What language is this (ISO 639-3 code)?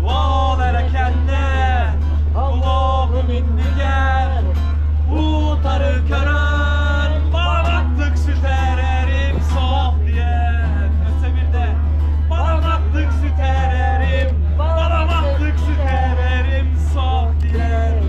sah